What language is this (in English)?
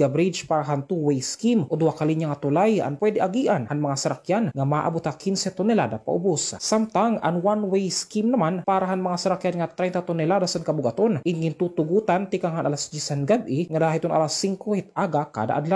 Waray